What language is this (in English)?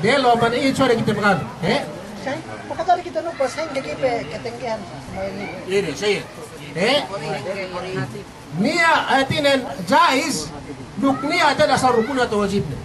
Yakan